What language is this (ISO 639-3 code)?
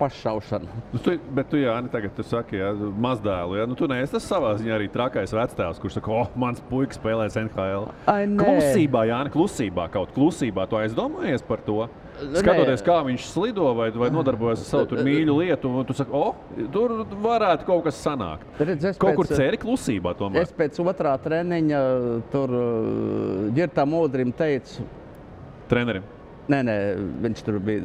lav